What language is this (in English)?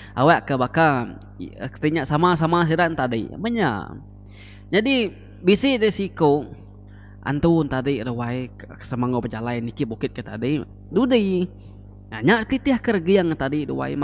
Iban